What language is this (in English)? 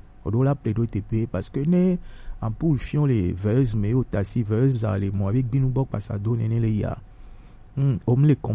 Gen